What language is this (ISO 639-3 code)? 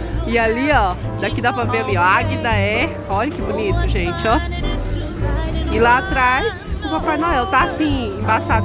por